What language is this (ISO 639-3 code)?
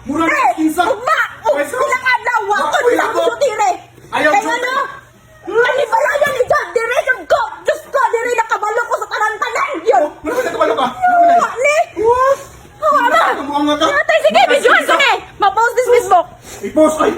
ceb